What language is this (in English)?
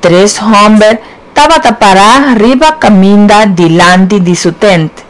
Papiamento